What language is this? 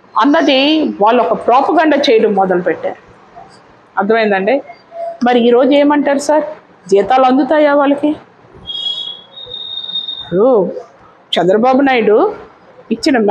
Telugu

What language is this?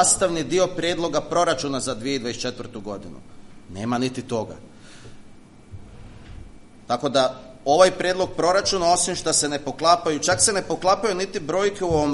Croatian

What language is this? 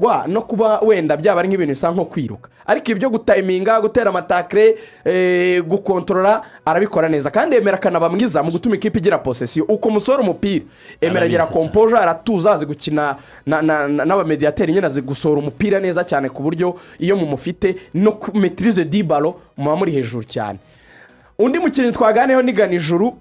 Kinyarwanda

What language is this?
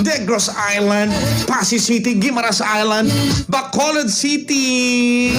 Hiligaynon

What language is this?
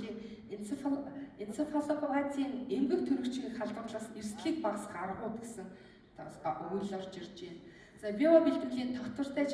Mongolian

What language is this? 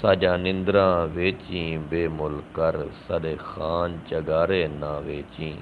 Saraiki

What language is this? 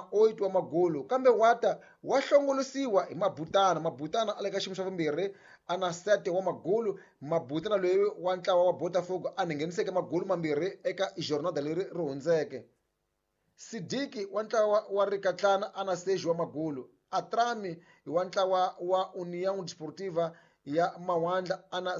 Tsonga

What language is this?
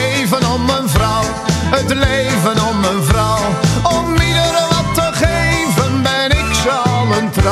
Dutch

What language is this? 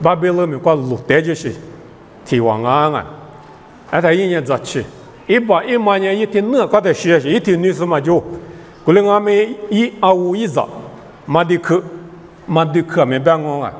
Lisu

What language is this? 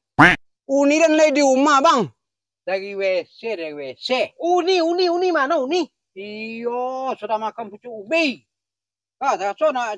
Minangkabau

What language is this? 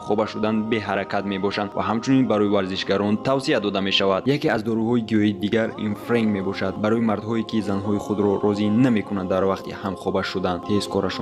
Tajik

